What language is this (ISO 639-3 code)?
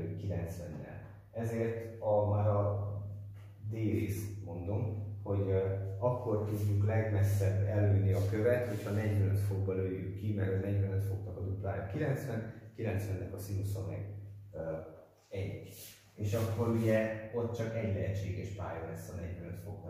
hun